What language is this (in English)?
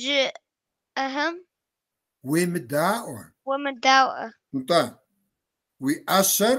Kabardian